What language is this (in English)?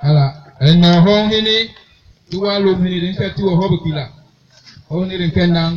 Basaa